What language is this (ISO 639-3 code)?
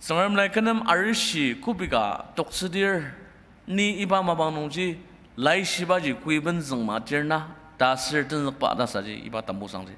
njo